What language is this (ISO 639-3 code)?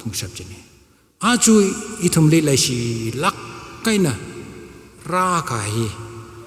nmf